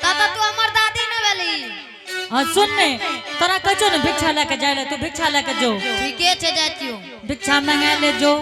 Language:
Angika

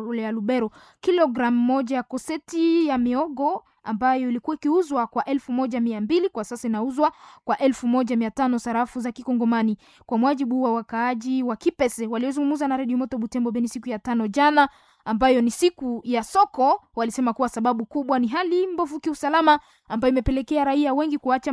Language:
Swahili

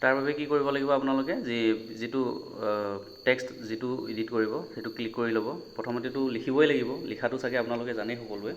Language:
Assamese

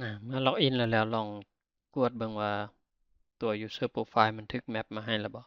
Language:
Lao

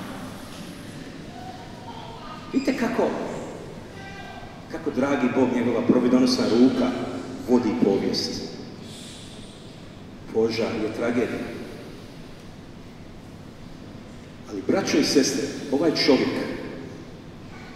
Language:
Croatian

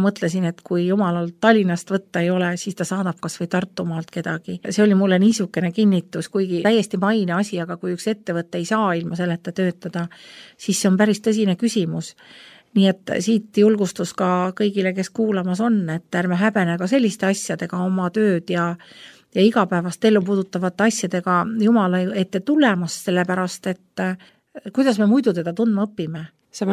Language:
Estonian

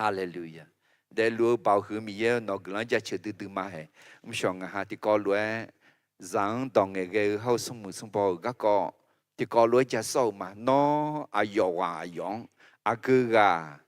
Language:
Akha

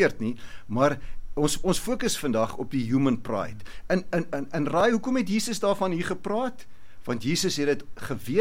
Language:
Afrikaans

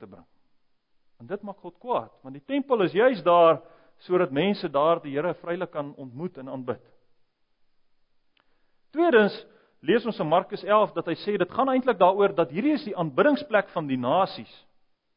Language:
Afrikaans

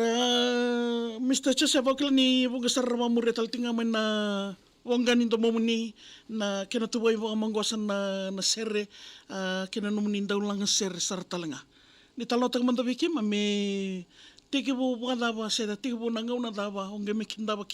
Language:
Fijian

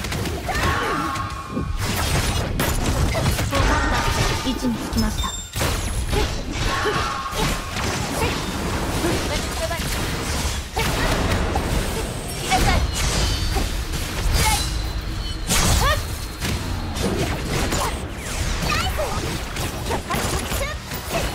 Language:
Japanese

